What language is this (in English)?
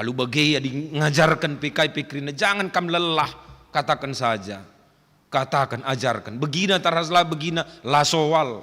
Batak Karo